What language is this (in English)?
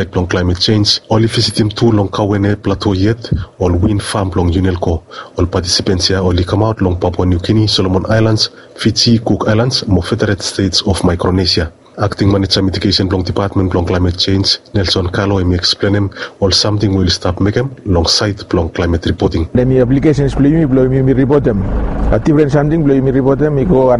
Bislama